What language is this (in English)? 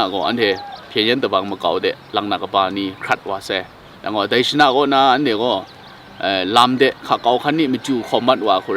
Kachin